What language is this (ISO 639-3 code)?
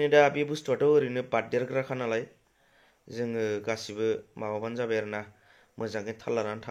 brx